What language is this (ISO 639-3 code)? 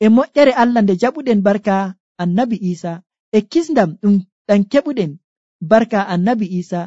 fuv